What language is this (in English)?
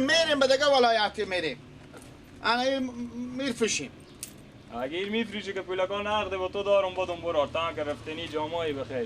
Persian